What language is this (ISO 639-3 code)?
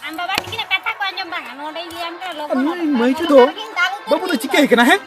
sat